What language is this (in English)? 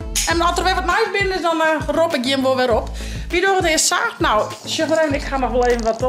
Western Frisian